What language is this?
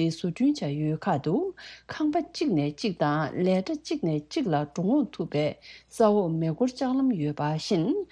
Tibetan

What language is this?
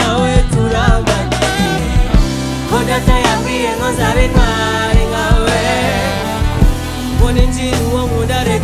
Kinyarwanda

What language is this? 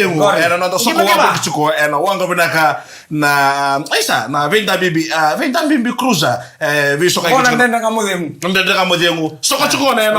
Fijian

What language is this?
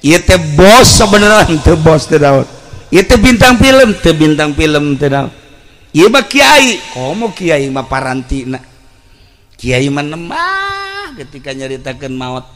Sundanese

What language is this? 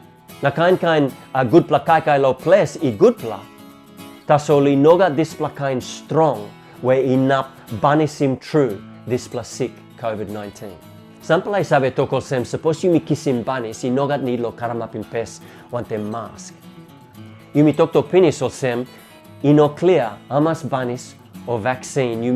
Tok Pisin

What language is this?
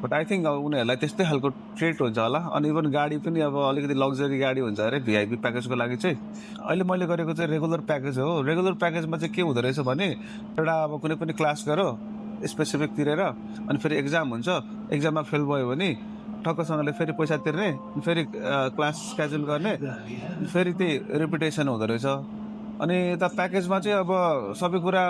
Nepali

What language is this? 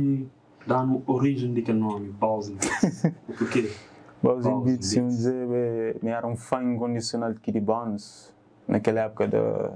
Kabuverdianu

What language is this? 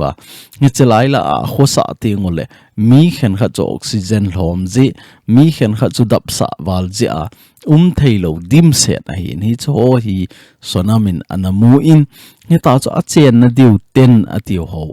Thado Chin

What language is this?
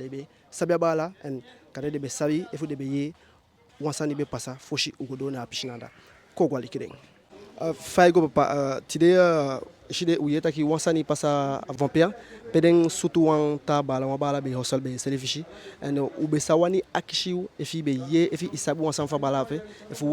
Eastern Maroon Creole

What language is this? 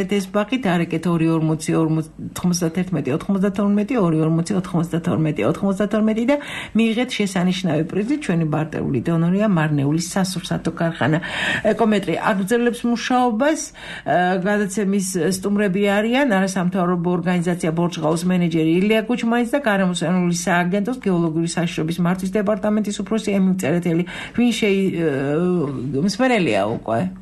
Georgian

